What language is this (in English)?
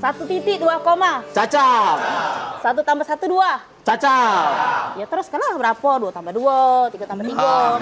Musi